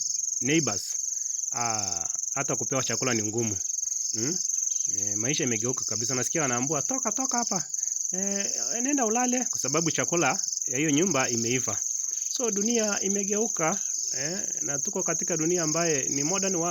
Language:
Swahili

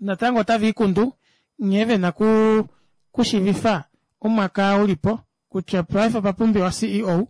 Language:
Kuanyama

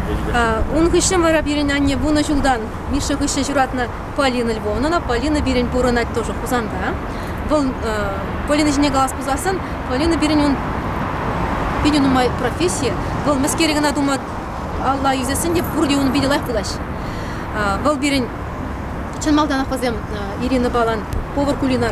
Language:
Chuvash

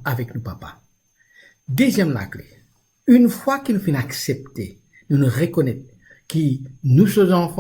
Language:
Morisyen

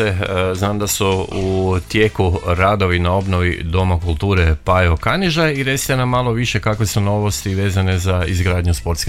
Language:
Croatian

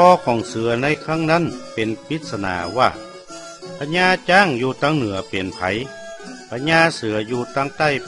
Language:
Northern Thai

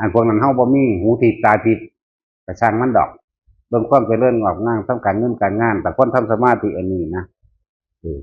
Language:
Northeastern Thai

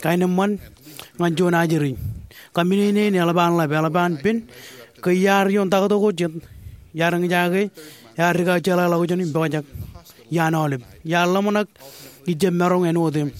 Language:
Marshallese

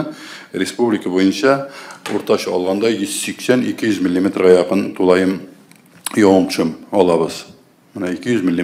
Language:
Tatar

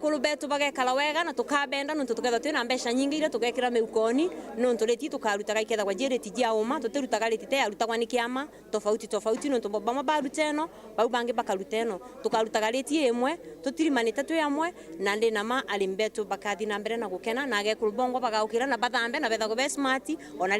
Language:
Meru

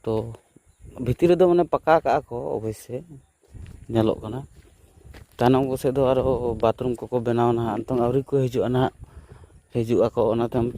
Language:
Santali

